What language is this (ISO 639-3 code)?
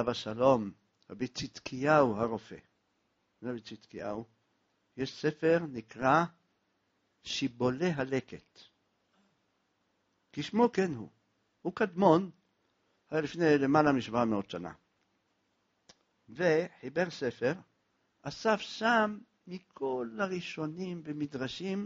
heb